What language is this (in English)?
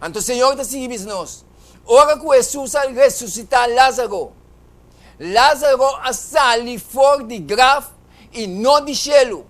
Papiamento